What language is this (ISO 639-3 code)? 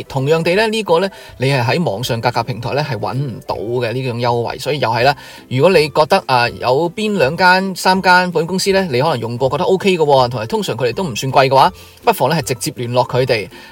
yue